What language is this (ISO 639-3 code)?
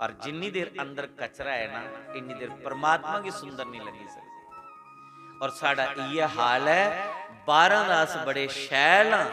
doi